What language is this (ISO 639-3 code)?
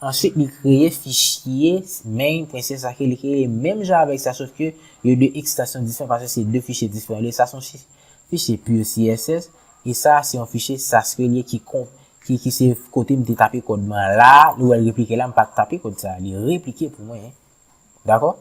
hat